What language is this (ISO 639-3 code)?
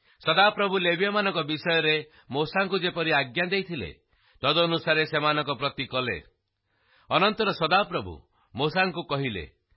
ori